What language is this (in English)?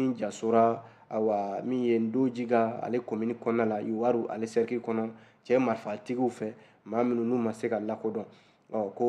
Bambara